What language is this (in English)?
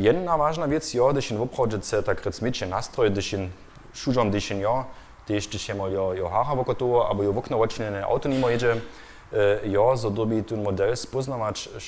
Upper Sorbian